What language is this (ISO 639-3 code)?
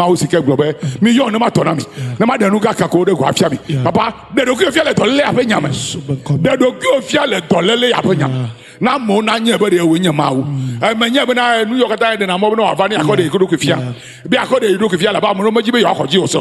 ewe